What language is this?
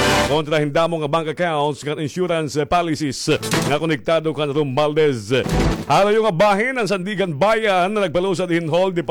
Waray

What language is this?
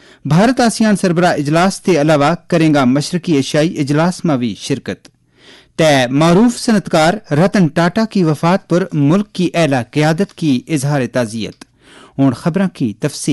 Gujari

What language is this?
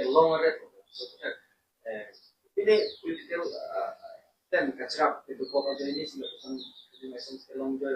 Karbi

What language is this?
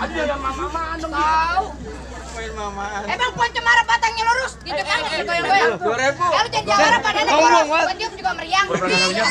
Betawi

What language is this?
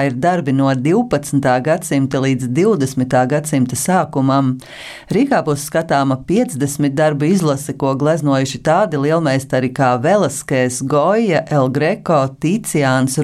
Latvian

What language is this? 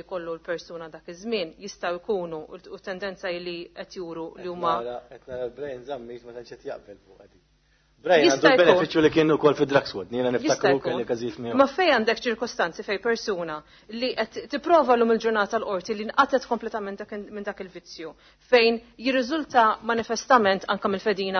Maltese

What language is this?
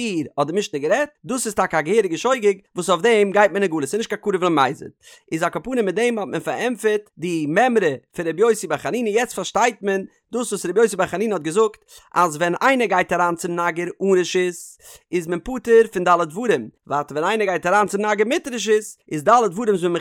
Yiddish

